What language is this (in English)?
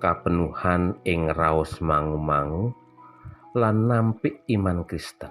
Javanese